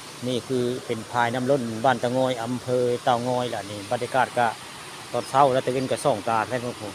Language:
Northeastern Thai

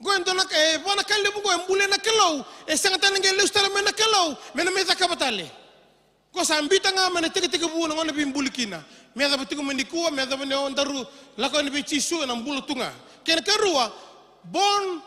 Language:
Fijian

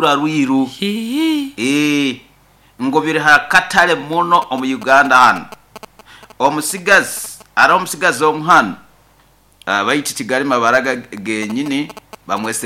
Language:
Nyoro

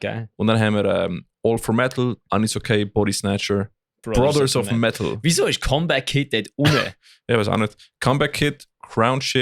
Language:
Swiss German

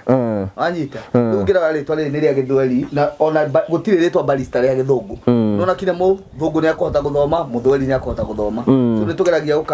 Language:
Kikuyu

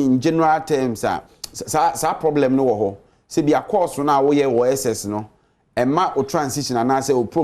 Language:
Akan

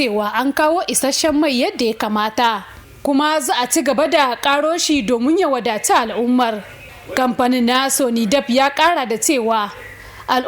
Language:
Hausa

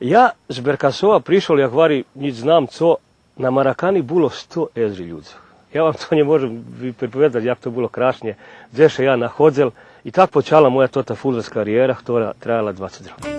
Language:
Rusyn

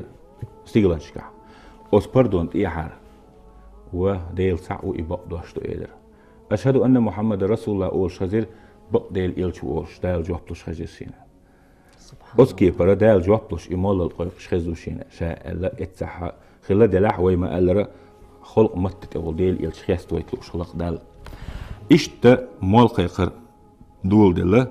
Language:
Chechen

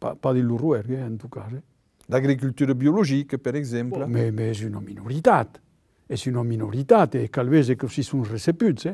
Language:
Occitan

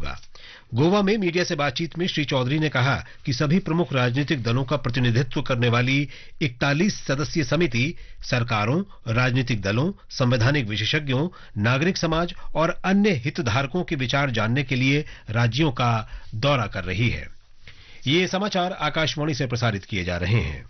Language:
Hindi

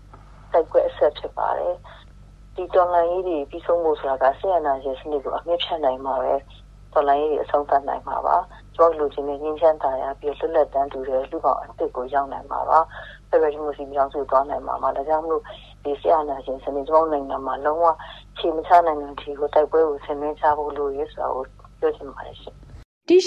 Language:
Burmese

